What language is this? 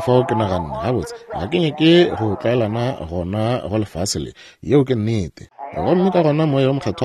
Northern Sotho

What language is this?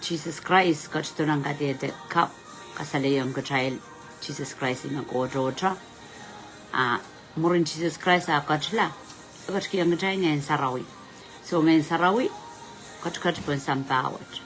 Pohnpeian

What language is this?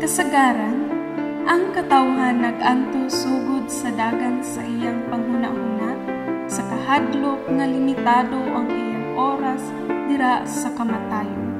Cebuano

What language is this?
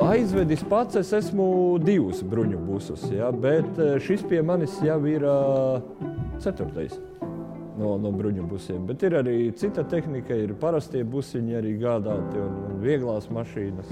Latvian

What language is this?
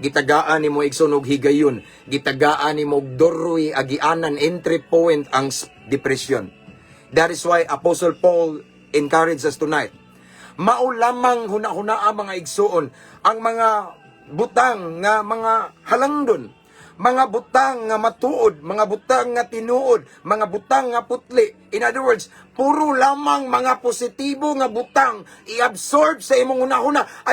Cebuano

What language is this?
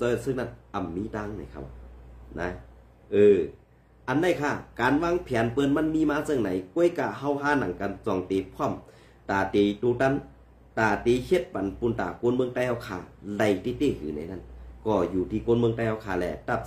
Shan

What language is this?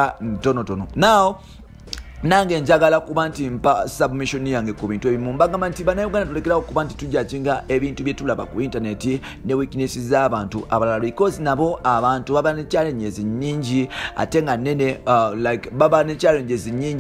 Ganda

